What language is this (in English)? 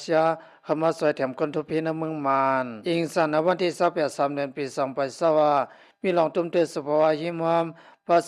Shan